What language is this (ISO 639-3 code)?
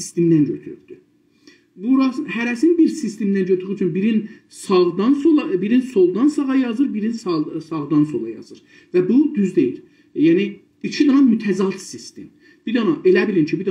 azb